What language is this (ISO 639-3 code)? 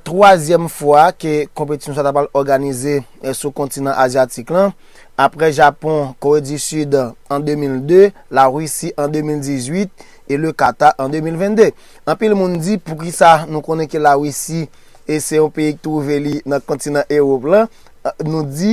hat